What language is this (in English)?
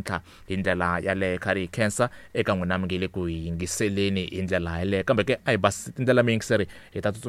Tsonga